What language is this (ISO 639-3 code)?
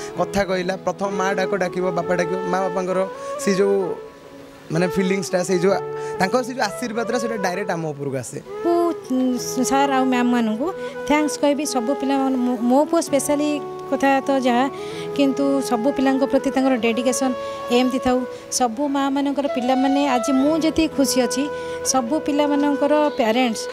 ori